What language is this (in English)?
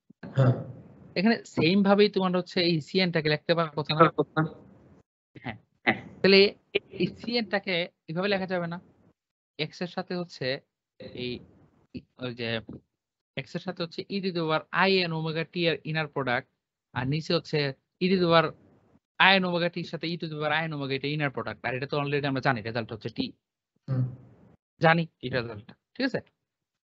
Bangla